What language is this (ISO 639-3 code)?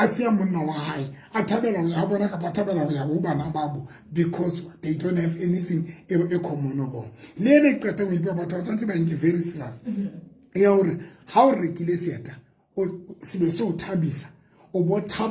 sot